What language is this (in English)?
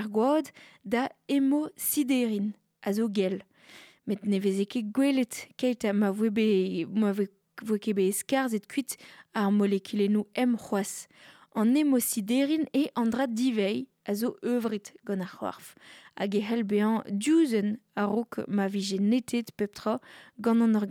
Breton